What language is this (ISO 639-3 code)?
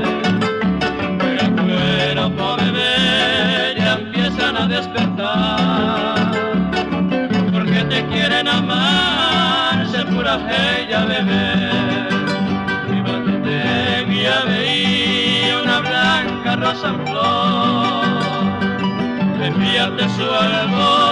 spa